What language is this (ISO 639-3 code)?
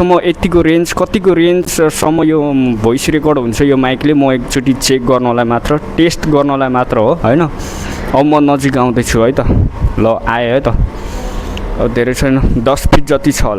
nep